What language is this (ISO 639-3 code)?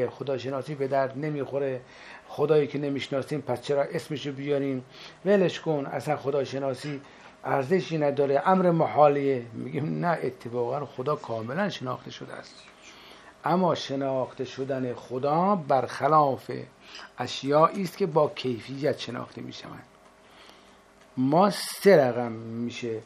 fas